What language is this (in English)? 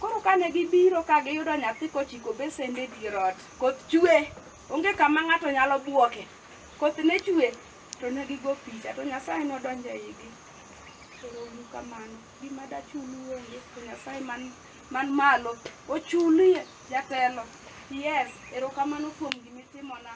Luo (Kenya and Tanzania)